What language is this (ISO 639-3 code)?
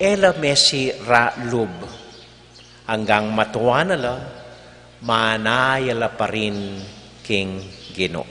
pam